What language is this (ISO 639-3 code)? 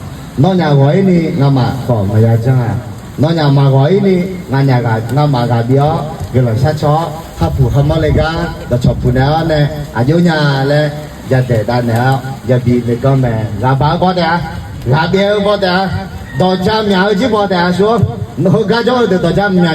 ahk